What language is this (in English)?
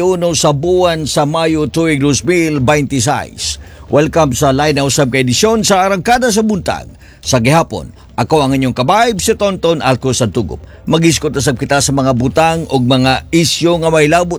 Cebuano